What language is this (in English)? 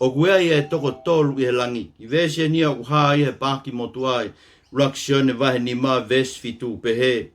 Tongan